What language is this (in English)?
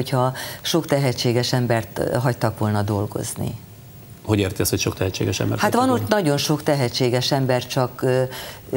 Hungarian